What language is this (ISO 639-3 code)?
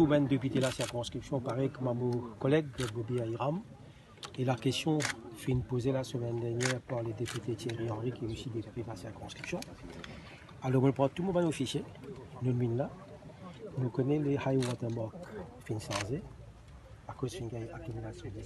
mfe